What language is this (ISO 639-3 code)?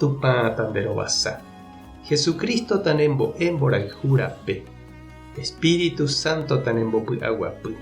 grn